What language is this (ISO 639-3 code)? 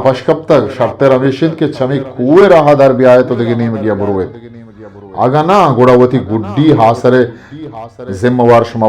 bgp